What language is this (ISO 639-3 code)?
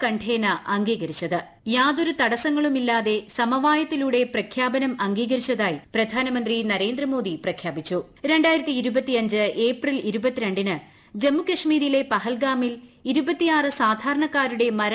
mal